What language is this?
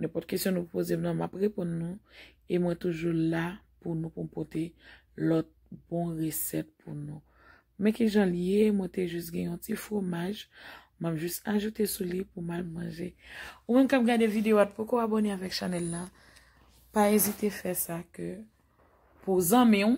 Haitian Creole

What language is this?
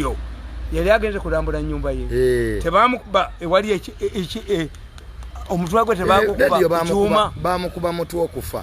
Ganda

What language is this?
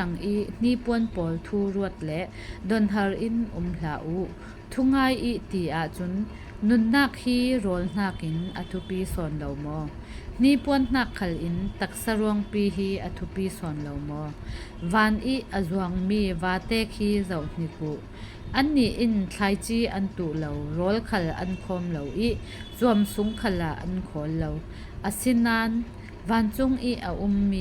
Falam Chin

